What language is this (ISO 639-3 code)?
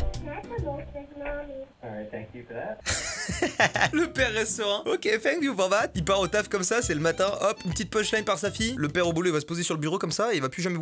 fra